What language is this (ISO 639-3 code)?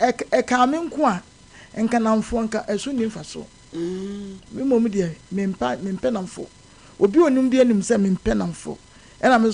aka